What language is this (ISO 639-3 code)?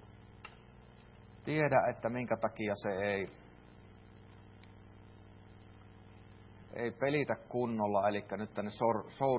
fin